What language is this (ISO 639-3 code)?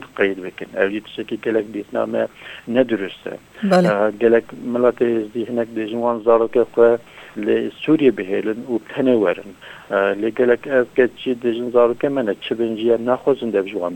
kur